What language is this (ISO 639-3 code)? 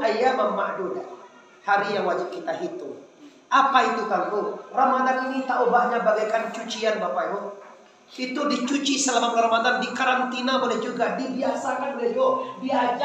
min